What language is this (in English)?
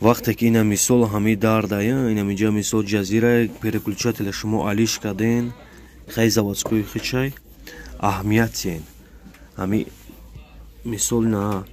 Tajik